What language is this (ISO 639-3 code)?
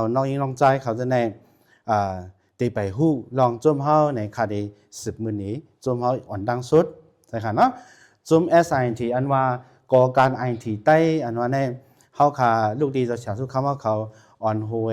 shn